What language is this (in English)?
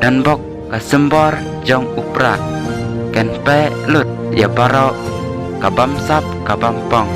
Khasi